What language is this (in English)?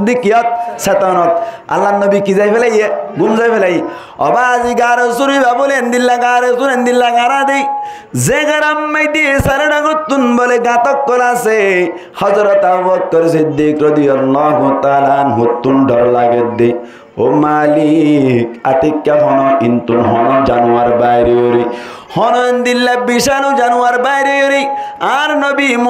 Rohingya